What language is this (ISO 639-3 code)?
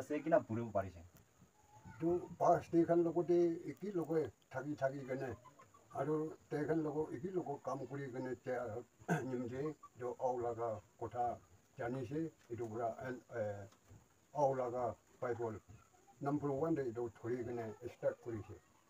nag